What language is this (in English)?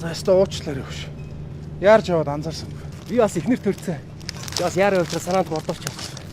Mongolian